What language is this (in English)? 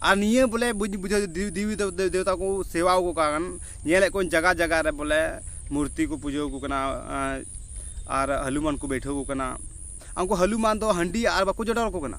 Santali